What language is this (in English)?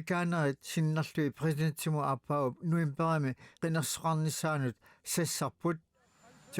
Kalaallisut